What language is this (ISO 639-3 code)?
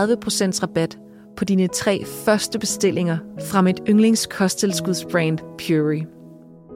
dan